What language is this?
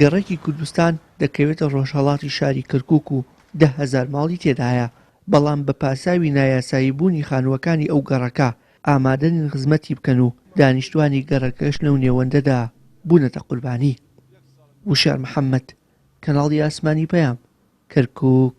Central Kurdish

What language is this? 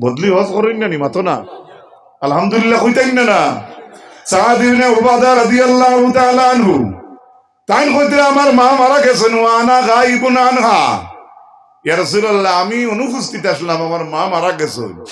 Sylheti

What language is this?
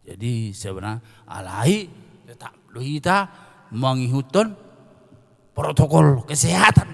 Batak Toba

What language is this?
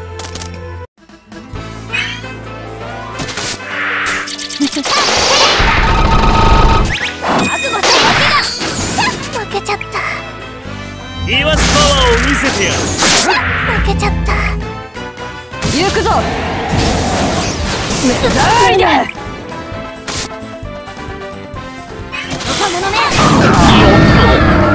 Japanese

